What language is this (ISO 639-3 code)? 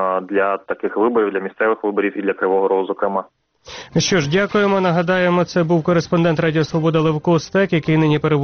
ukr